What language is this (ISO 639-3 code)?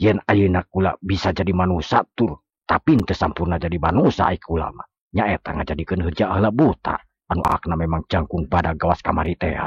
sun